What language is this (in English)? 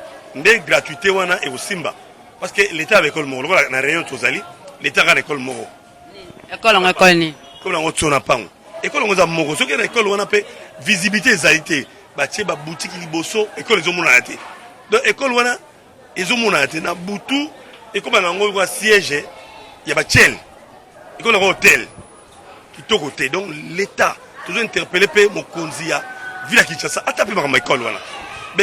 Lingala